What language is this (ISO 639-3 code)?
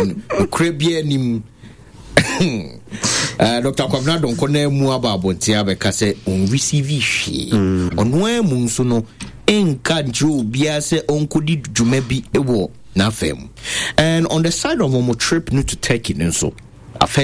aka